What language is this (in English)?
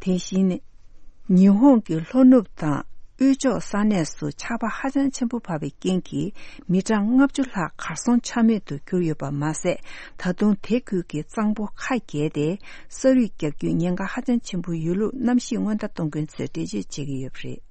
Tibetan